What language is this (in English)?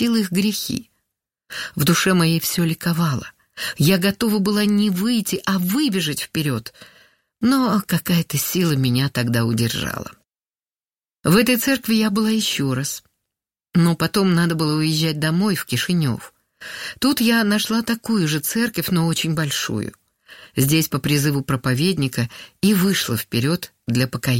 Russian